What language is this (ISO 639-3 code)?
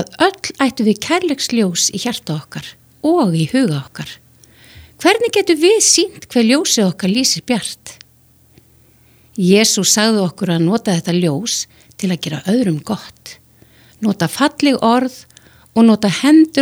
isl